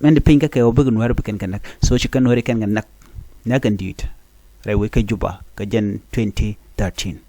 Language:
Nuer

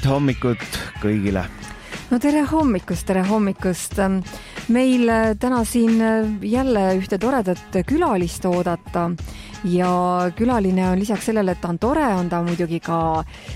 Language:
Estonian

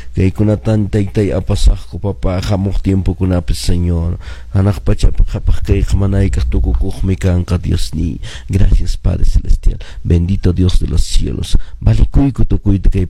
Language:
Quechua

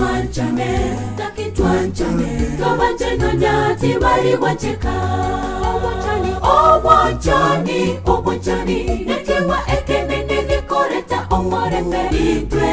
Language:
Gusii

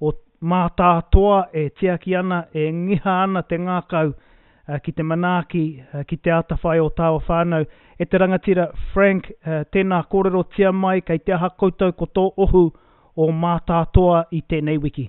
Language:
Māori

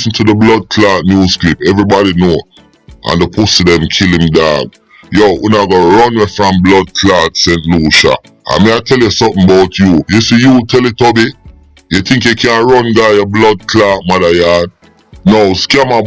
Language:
Jamaican Creole English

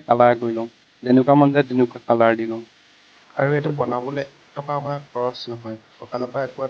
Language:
Assamese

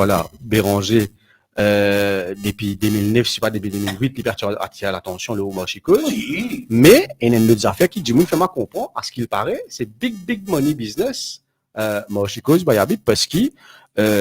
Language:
Morisyen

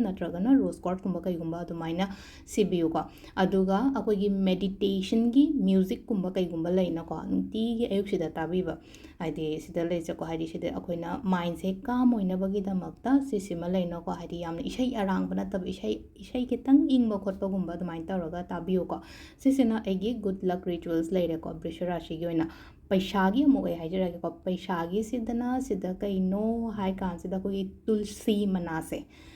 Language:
Manipuri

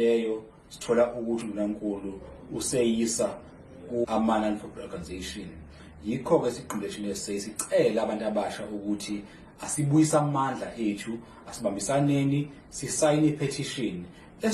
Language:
Zulu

